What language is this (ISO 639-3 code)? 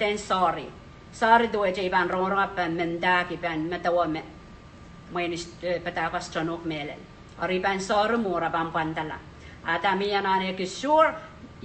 pon